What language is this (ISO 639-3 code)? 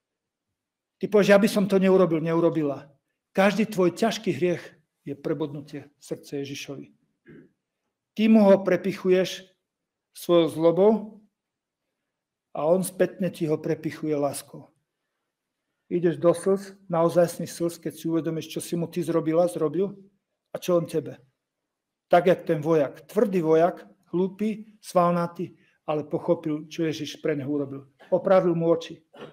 slk